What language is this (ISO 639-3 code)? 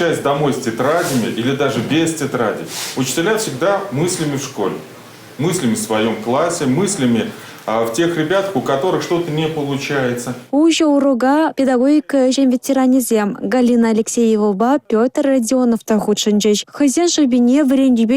chv